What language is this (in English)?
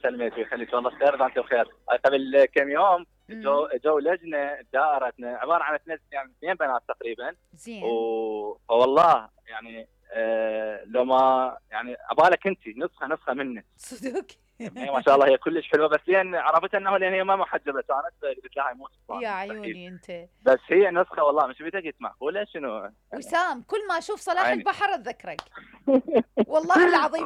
Mesopotamian Arabic